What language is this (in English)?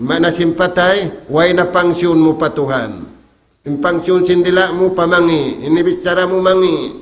Tausug